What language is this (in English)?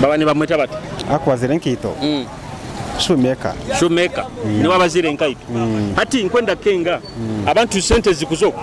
Nyoro